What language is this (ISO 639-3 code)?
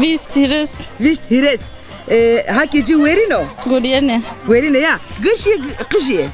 zza